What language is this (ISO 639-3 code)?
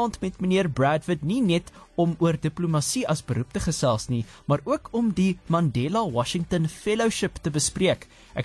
afr